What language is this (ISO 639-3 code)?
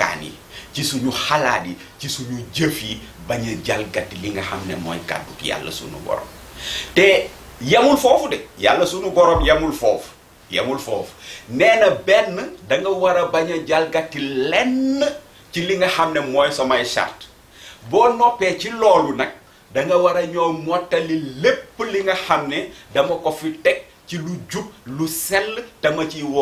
wol